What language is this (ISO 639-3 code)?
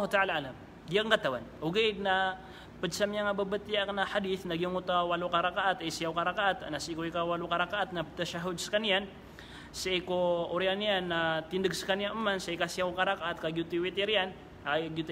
mrw